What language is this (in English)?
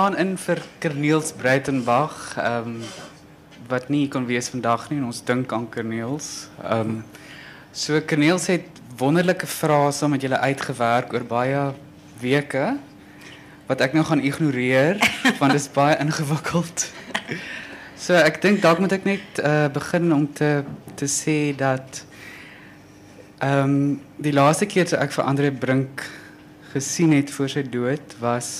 Afrikaans